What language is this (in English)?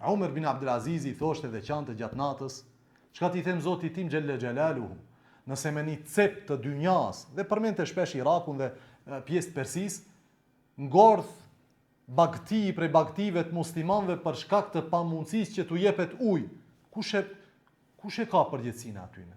Albanian